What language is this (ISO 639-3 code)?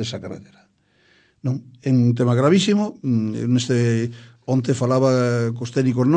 glg